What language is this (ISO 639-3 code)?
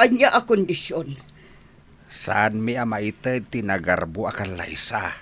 ilo